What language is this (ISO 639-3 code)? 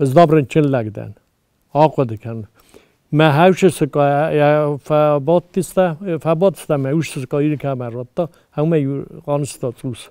oss